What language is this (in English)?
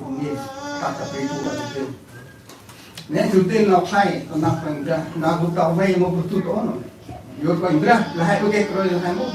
Central Mnong